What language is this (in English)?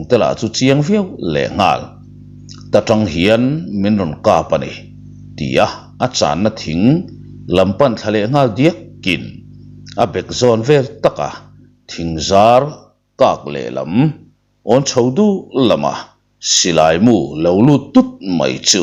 Mizo